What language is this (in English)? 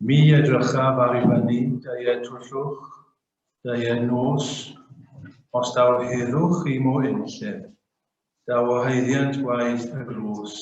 Welsh